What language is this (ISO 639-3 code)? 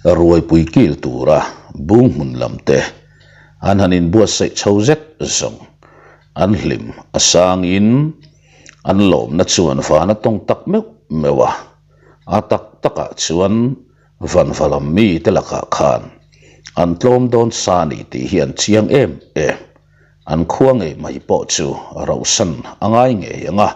lus